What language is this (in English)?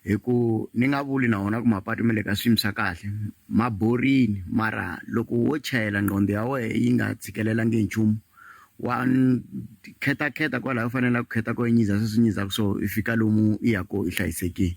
Tsonga